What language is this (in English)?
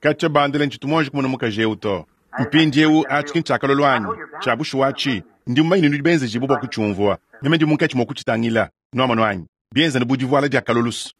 Luba-Lulua